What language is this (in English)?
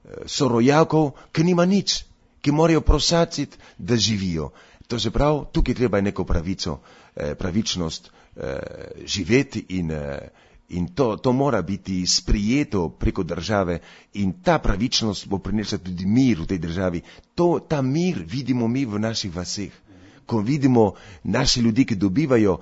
Slovenian